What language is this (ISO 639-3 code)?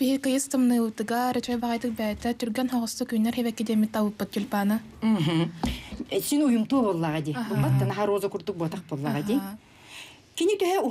sah